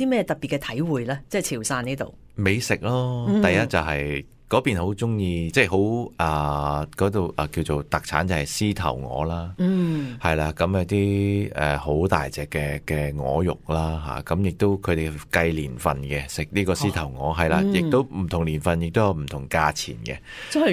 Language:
Cantonese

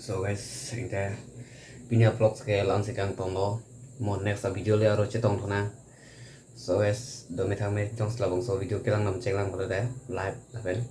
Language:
Karbi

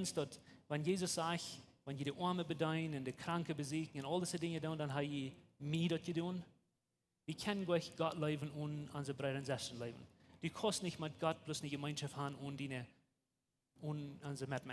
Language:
Plautdietsch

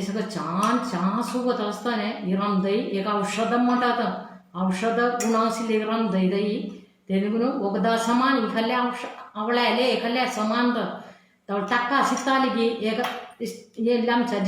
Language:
Konkani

